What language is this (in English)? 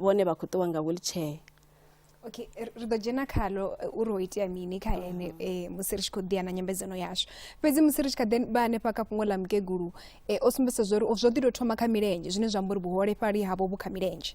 Venda